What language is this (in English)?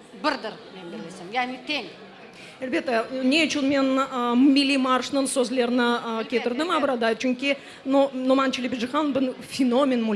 Crimean Tatar